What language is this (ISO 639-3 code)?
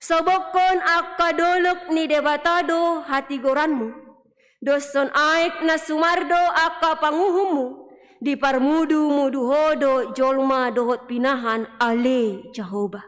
bbc